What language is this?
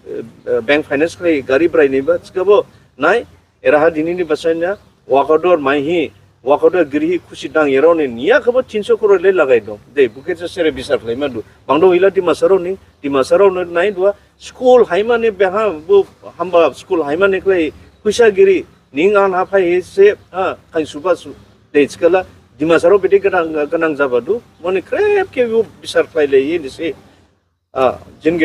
Dimasa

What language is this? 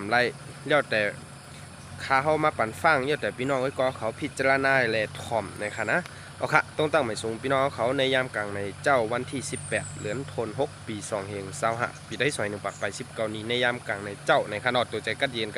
Shan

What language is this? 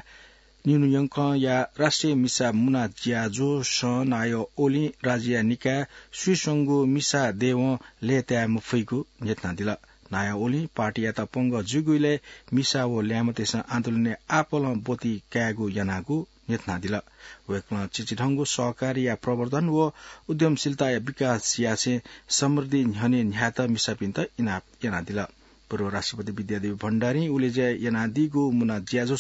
Newari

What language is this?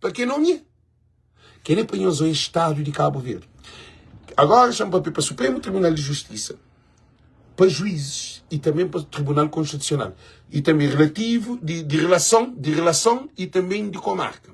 Kabuverdianu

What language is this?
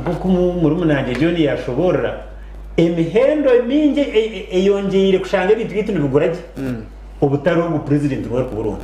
Nyankole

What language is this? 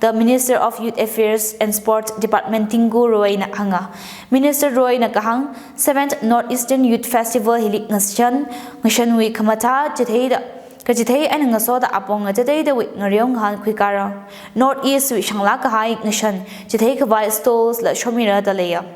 Tangkhul Naga (India)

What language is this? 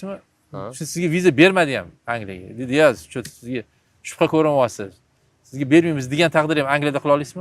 Uzbek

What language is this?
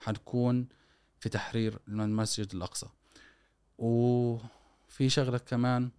Gulf Arabic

